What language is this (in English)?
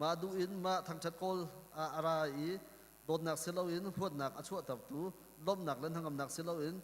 Hakha Chin